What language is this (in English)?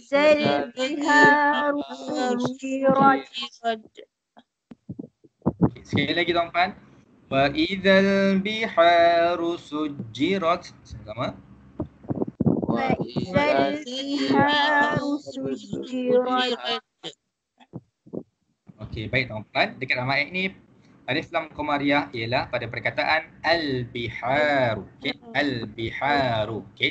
Malay